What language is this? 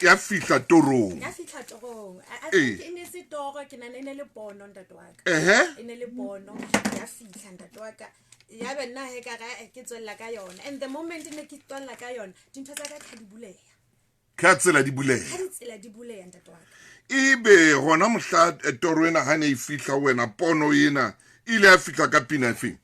Southern Sotho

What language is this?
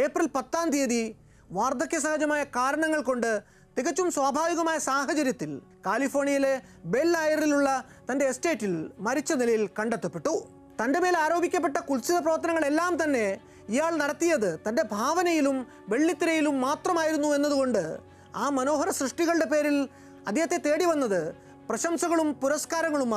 Malayalam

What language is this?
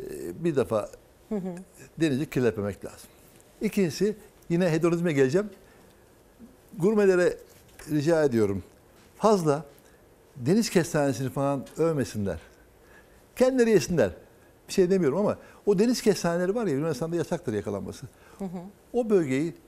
Turkish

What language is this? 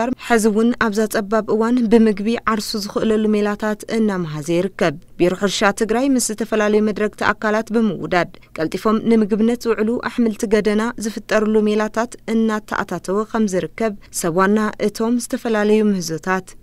Tigrinya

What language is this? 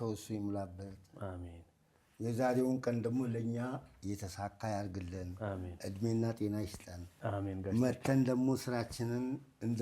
Amharic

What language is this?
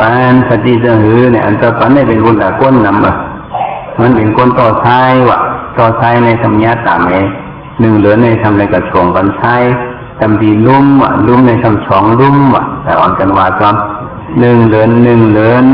Shan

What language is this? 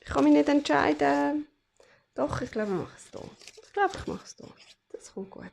Swiss German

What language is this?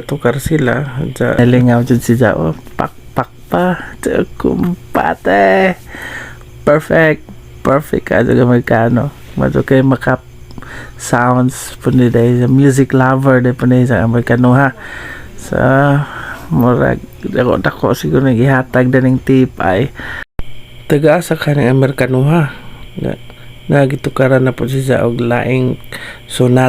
Cebuano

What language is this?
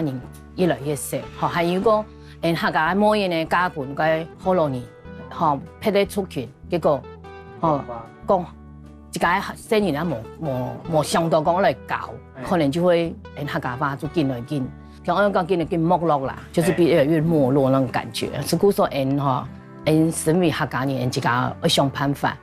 Hakka Chinese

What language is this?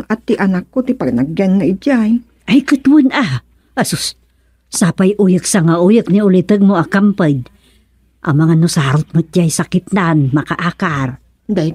Iloko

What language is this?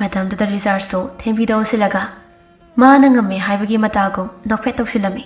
Manipuri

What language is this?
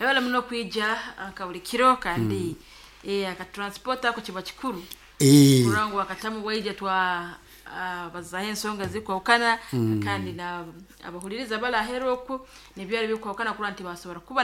Nyankole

